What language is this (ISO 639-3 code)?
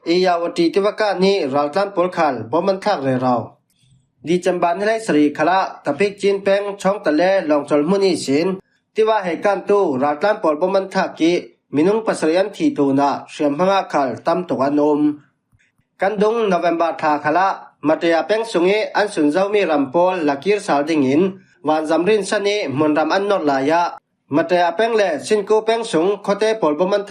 cfm